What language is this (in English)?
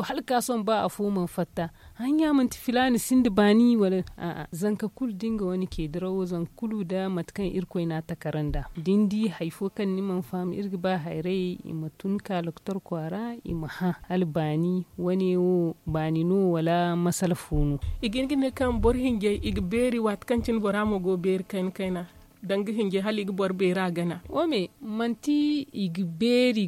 Zarma